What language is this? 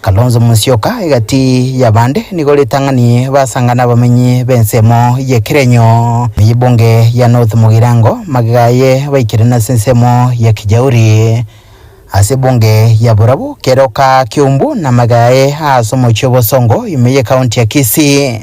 Gusii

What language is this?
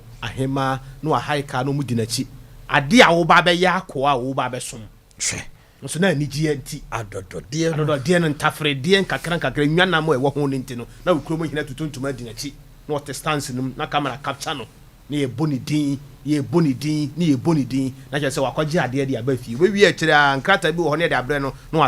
Akan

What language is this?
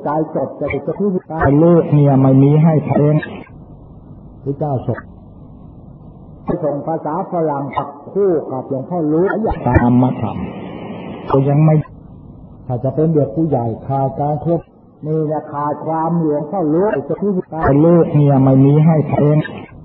Thai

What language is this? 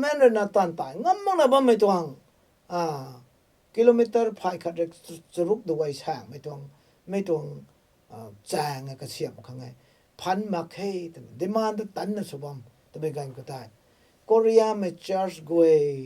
Rongmei Naga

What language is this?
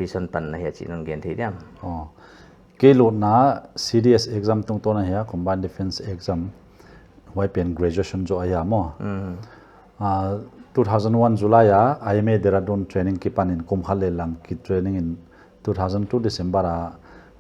Paite Chin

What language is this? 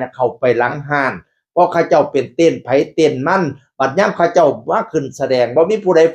Northeastern Thai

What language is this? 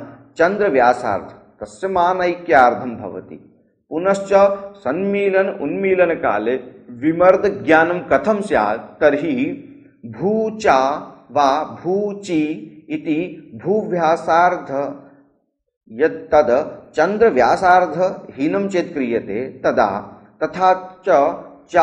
Sanskrit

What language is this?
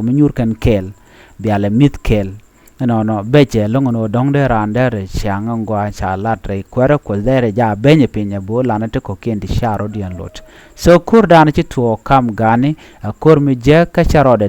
Nuer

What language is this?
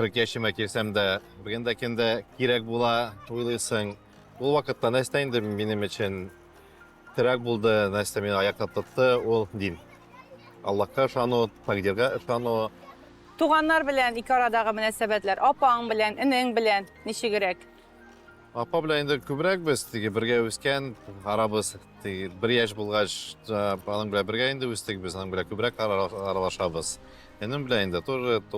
Tatar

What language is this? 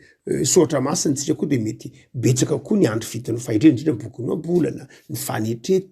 Malagasy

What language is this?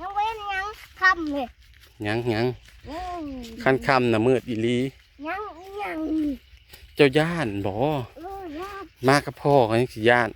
Northeastern Thai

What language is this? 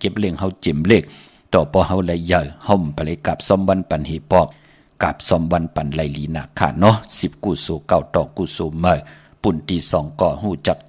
Shan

